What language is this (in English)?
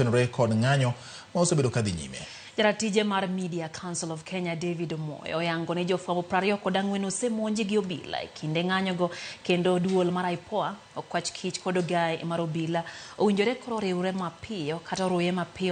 Luo (Kenya and Tanzania)